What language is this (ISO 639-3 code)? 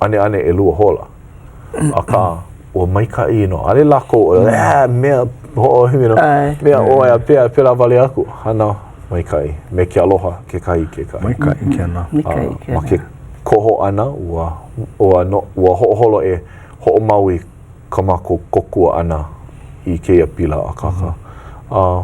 haw